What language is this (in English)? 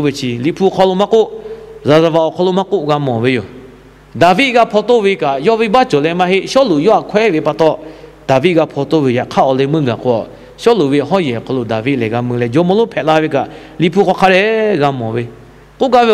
Lahu